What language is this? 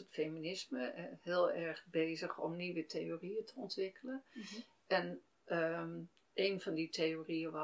Dutch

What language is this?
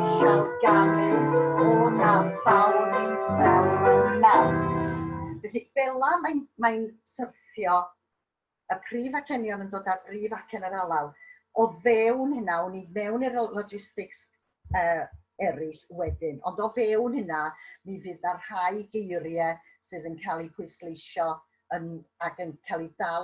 Welsh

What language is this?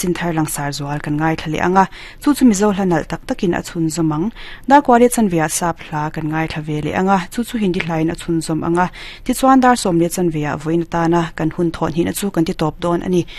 Mizo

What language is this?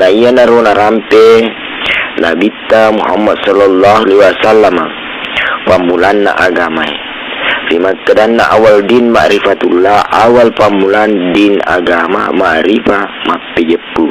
Buginese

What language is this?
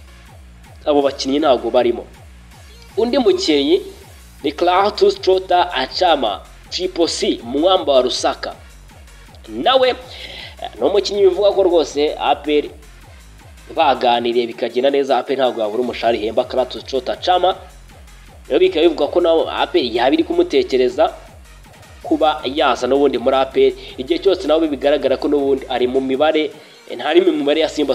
Kinyarwanda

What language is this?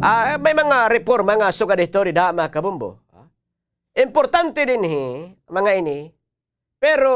Waray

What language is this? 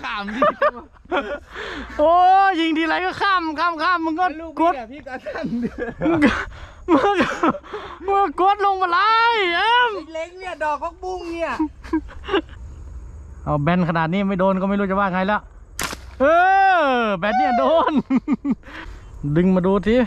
Thai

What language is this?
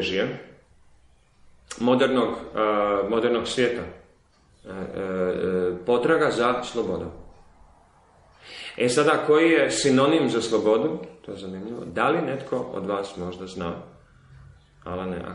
Croatian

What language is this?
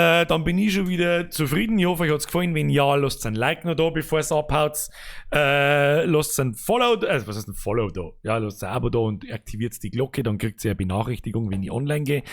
Bavarian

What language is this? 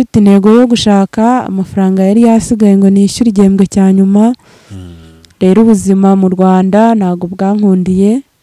Kinyarwanda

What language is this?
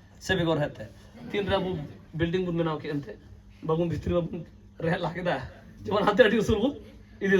Santali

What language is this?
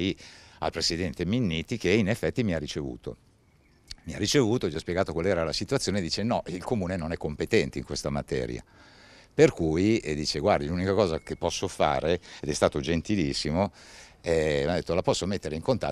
Italian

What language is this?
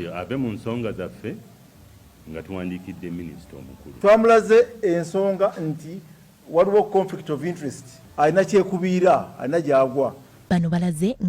Ganda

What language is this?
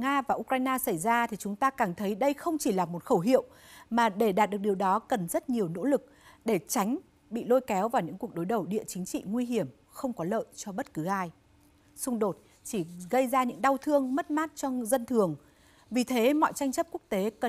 Vietnamese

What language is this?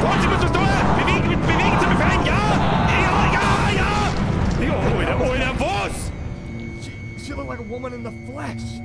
Bavarian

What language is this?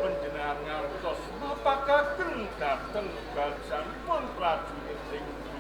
Javanese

